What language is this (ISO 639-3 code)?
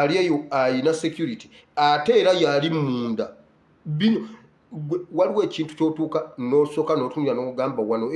lug